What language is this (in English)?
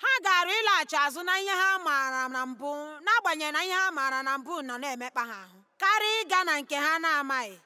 Igbo